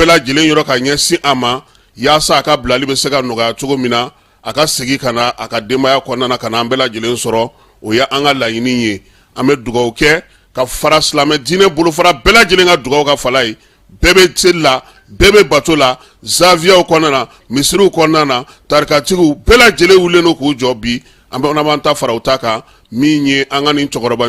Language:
Bambara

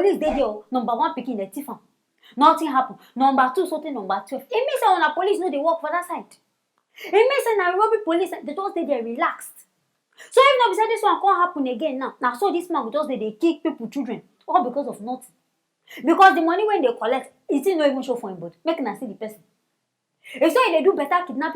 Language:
Nigerian Pidgin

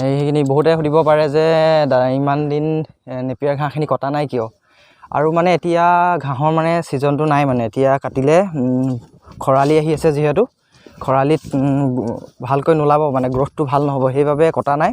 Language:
Assamese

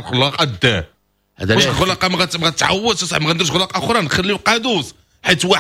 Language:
Moroccan Arabic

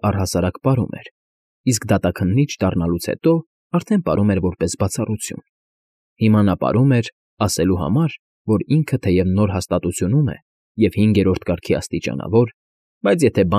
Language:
Armenian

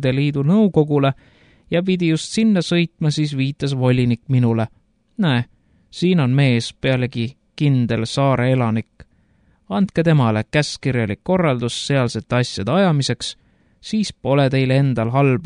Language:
Estonian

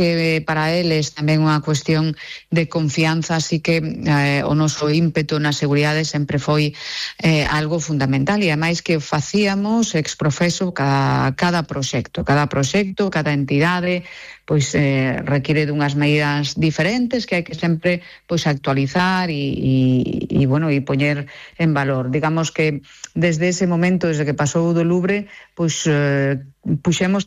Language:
Galician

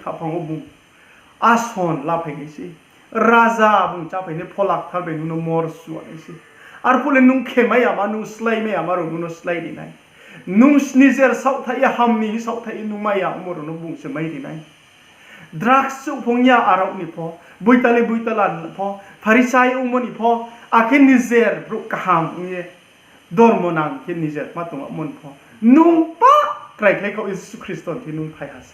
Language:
Riang (India)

